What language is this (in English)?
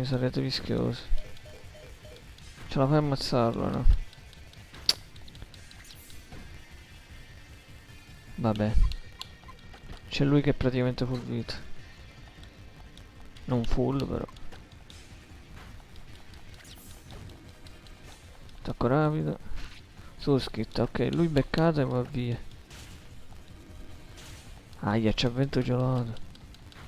Italian